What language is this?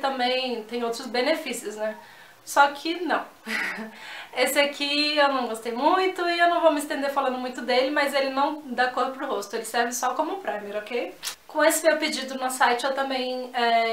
Portuguese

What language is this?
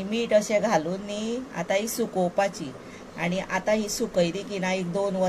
Konkani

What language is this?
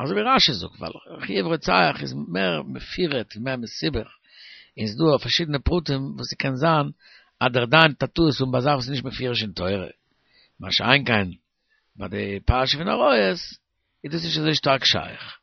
Yiddish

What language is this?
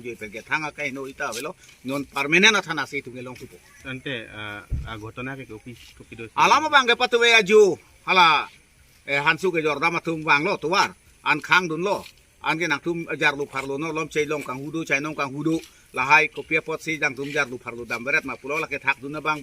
Karbi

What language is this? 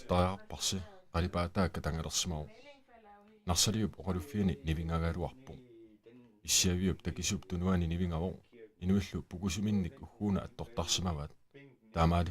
Kalaallisut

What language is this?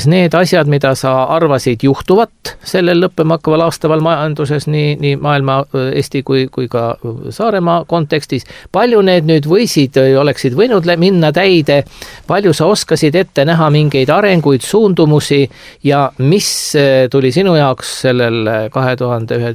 Estonian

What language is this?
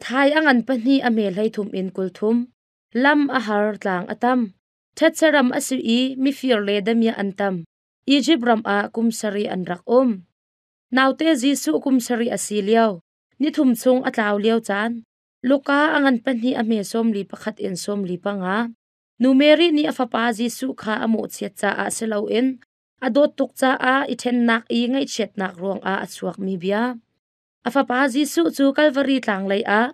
Hakha Chin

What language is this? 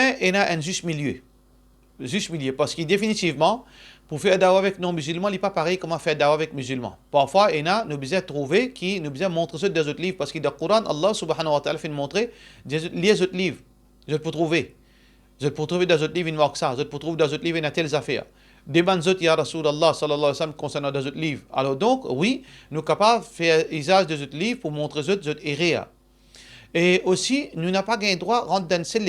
Morisyen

